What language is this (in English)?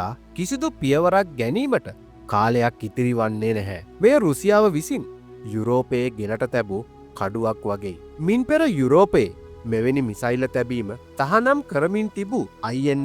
Sinhala